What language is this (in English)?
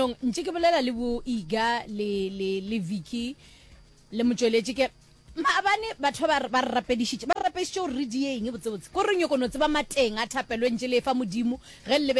Northern Sotho